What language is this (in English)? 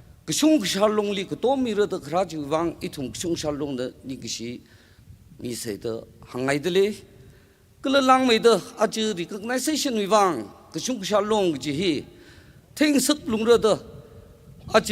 Tangkhul Naga (India)